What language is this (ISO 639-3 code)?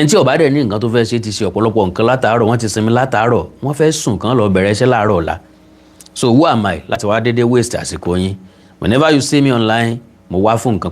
yor